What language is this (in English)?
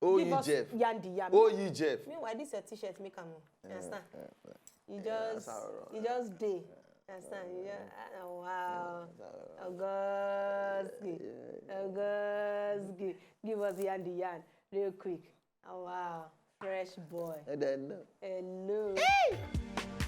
Nigerian Pidgin